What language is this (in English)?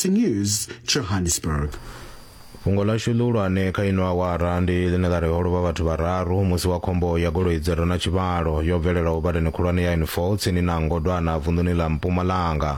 Venda